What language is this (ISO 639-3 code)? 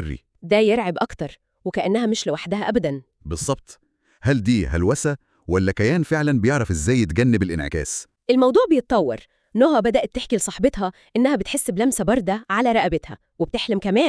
arz